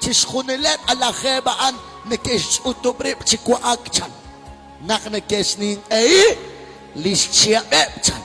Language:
Kekchí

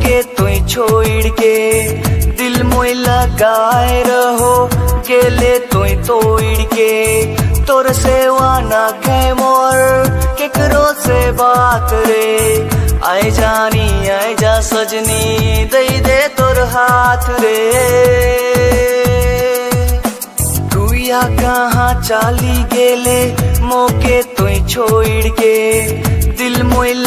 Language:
Sadri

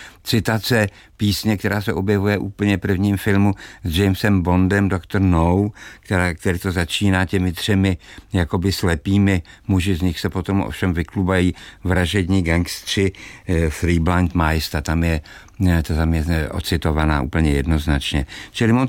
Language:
Czech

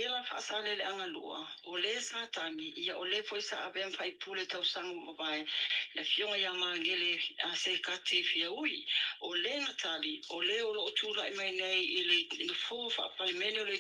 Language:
Samoan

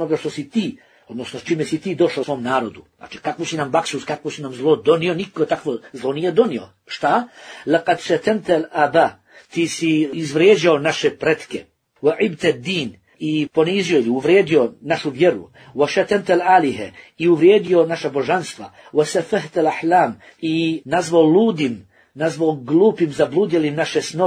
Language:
Bosnian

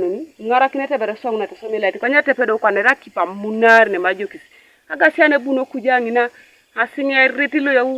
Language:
Teso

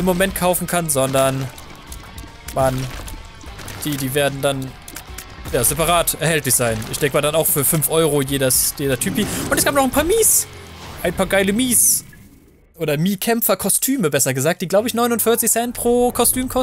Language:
German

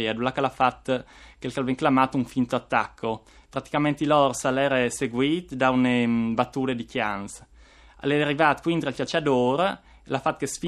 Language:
Friulian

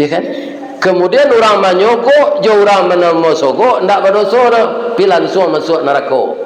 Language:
Minangkabau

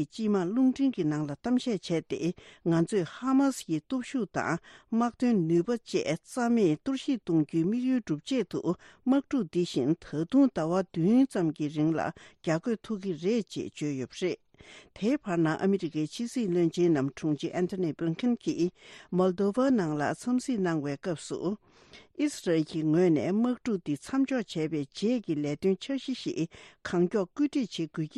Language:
Tibetan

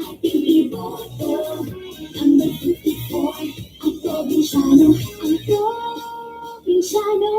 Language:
Bikol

